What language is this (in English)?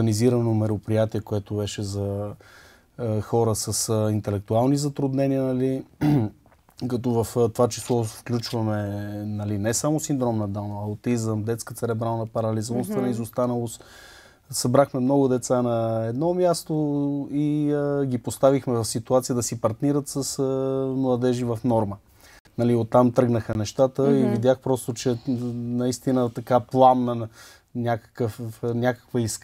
Bulgarian